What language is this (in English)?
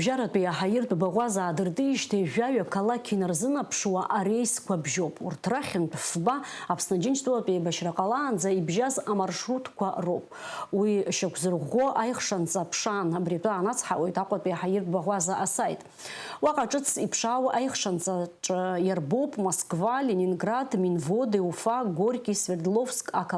Abkhazian